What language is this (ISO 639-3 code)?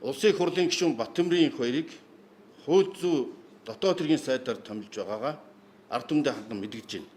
mon